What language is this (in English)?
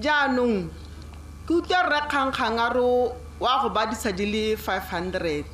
Tswana